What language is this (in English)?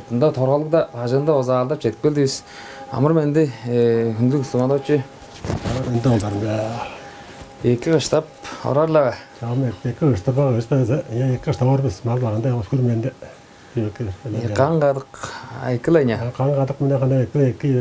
Tuvinian